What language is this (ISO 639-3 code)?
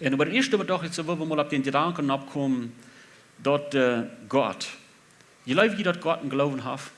pdt